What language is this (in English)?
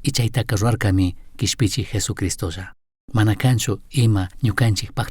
Chimborazo Highland Quichua